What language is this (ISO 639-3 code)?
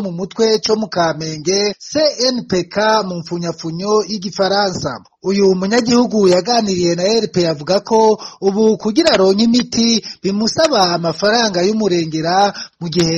run